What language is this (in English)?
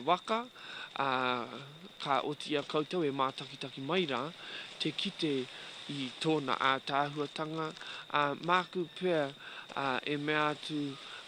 Māori